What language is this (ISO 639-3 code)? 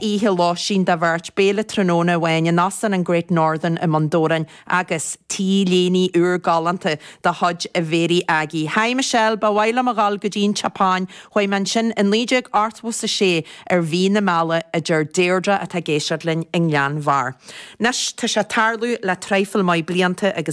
gle